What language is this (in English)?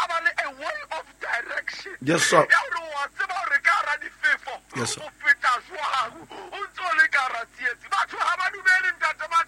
Southern Sotho